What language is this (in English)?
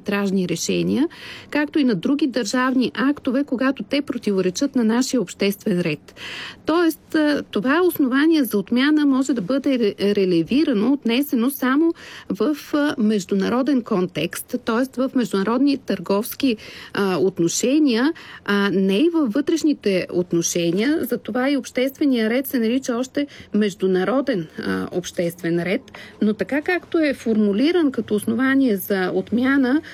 Bulgarian